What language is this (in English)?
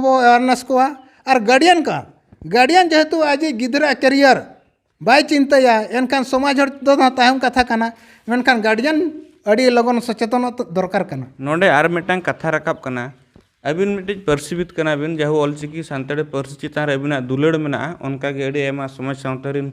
Santali